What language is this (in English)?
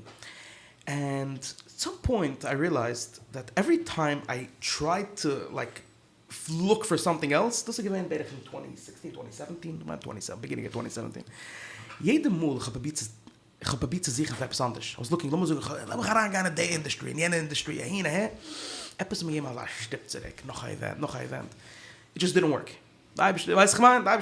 Yiddish